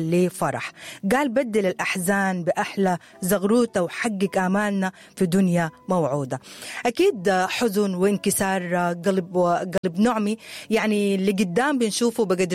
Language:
Sudanese Arabic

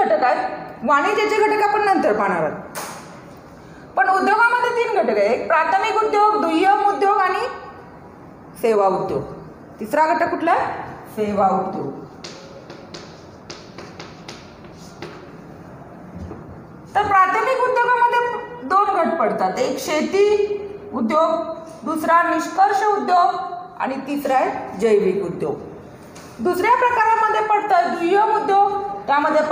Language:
Marathi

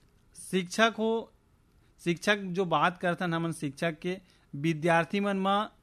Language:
Chhattisgarhi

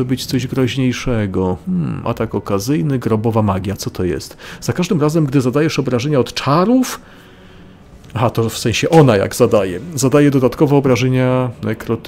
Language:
Polish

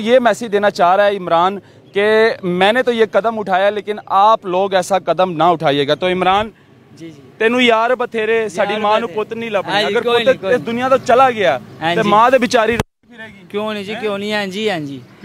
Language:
Hindi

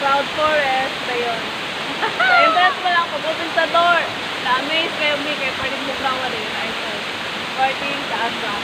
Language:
Cebuano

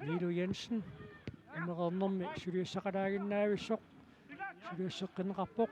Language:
Kalaallisut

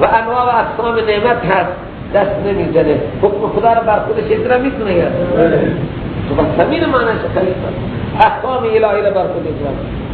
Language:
Persian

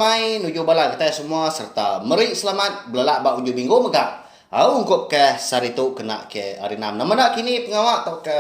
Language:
Iban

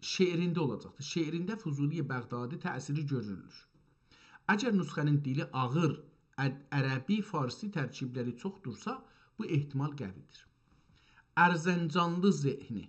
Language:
South Azerbaijani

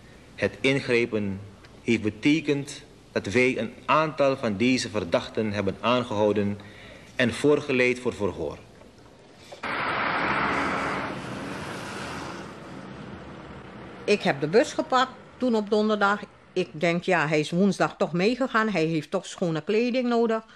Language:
Dutch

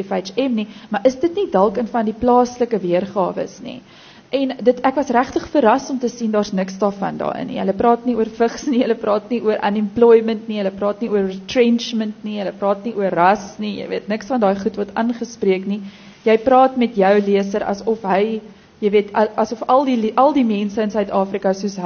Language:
Afrikaans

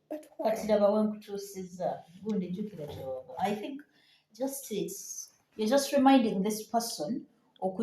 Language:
Ganda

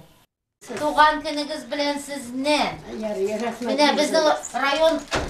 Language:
Tatar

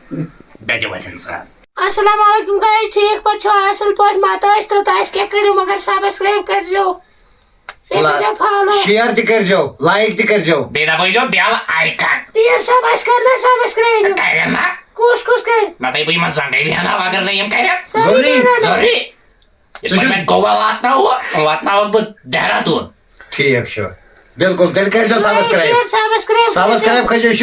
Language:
Kashmiri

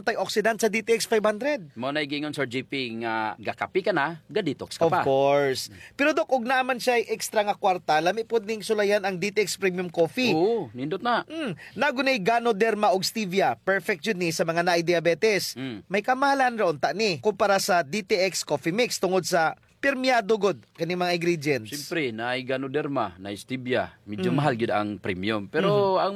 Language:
Cebuano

